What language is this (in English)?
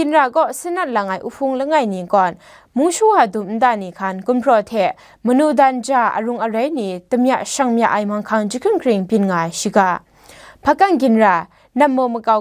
Kachin